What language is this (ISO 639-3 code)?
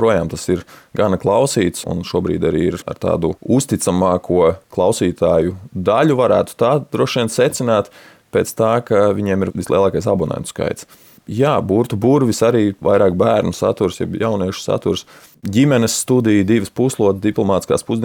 lav